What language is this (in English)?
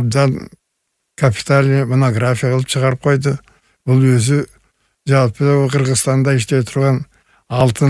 Kyrgyz